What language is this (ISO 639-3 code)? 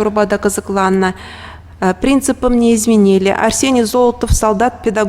chv